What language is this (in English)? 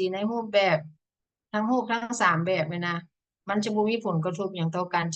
Lao